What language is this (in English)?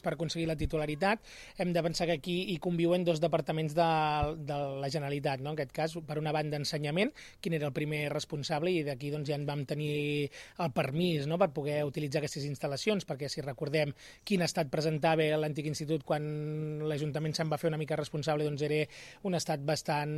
Catalan